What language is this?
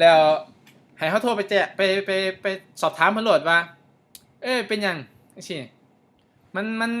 Lao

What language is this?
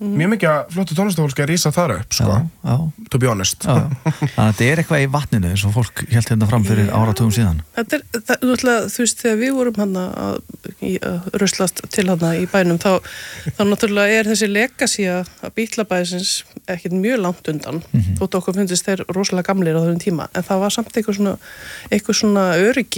Icelandic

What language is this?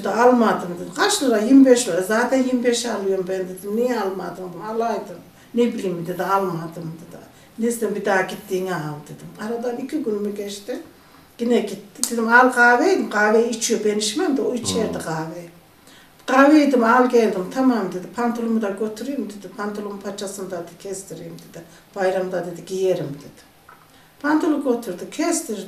Turkish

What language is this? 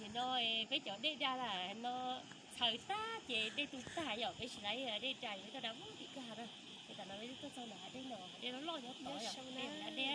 Hmong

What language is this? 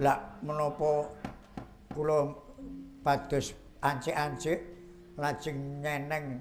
Javanese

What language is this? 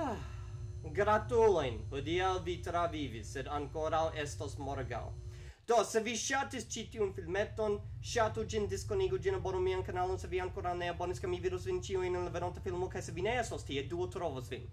Esperanto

